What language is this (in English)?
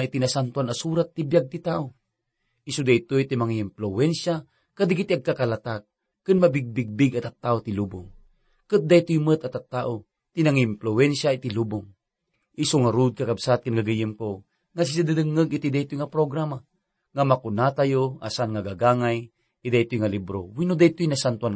Iloko